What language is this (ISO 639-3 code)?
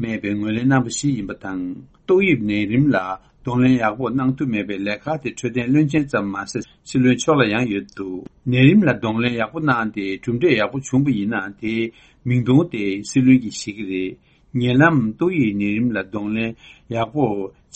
bod